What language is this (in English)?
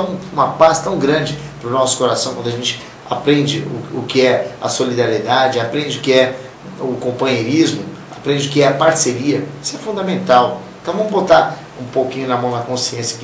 Portuguese